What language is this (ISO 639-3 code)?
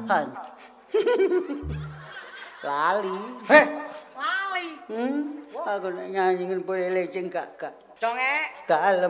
jav